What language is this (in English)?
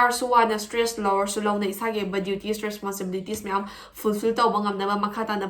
Manipuri